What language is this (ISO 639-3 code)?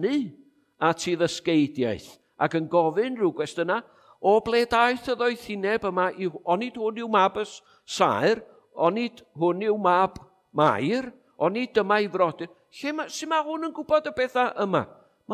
cym